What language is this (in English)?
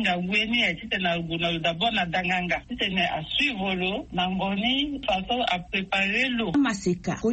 Sango